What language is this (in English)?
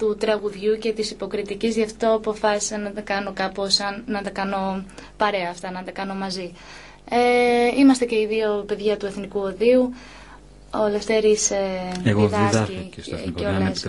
Greek